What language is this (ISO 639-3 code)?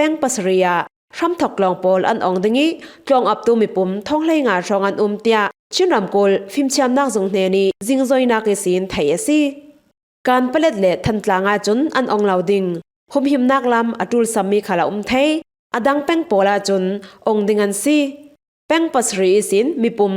cfm